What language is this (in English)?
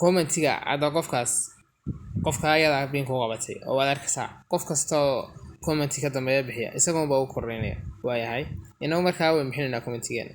Somali